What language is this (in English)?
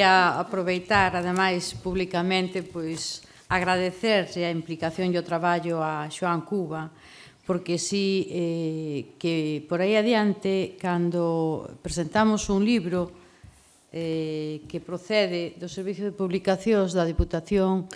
Galician